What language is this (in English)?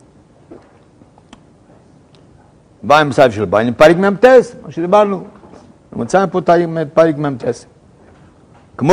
Hebrew